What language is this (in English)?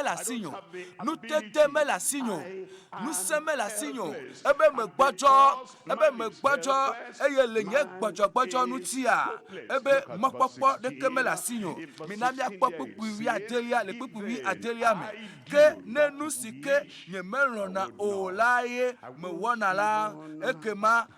Ewe